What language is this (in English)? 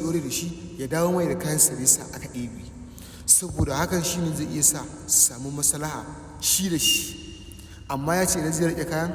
Hausa